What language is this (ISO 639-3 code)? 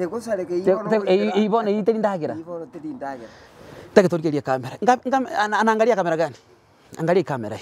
guz